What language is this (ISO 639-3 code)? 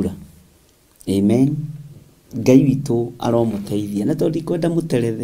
kik